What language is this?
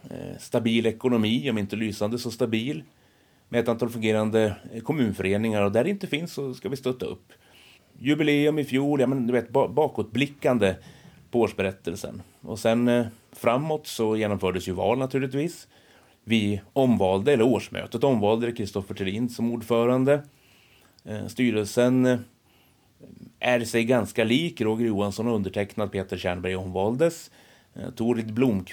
Swedish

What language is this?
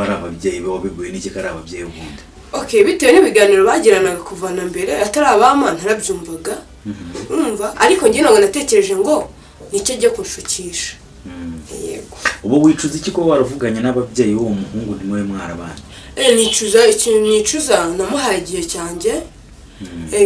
Kinyarwanda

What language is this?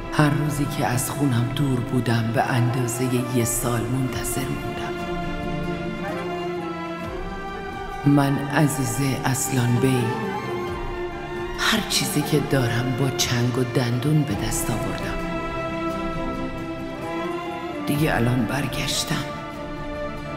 Persian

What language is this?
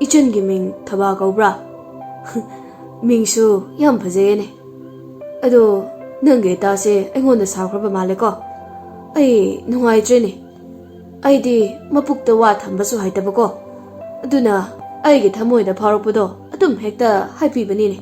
Manipuri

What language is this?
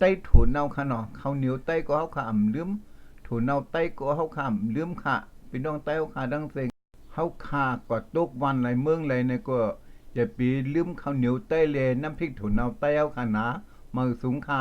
Shan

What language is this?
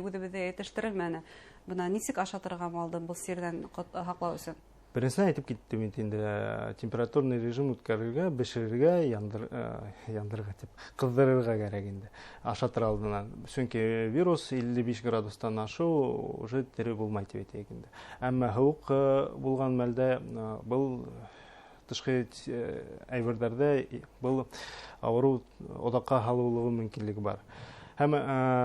Bashkir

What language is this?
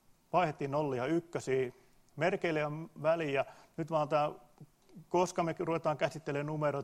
Finnish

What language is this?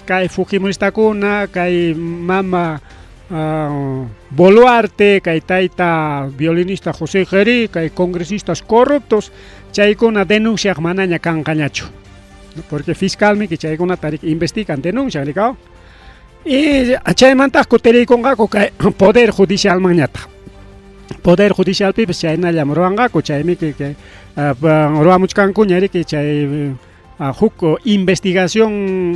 Ayacucho Quechua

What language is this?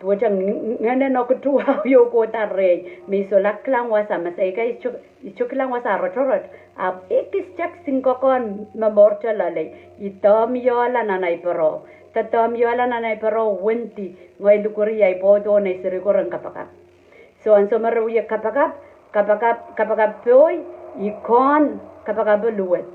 Pohnpeian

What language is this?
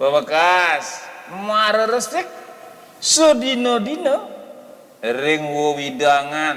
Balinese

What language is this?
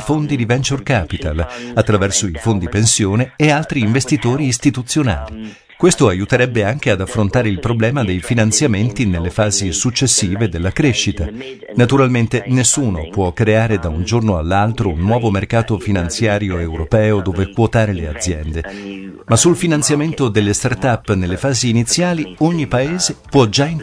Italian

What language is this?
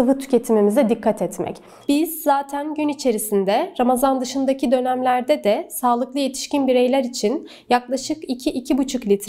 Turkish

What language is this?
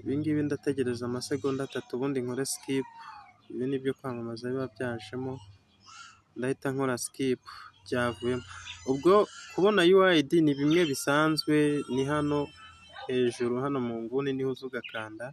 Kinyarwanda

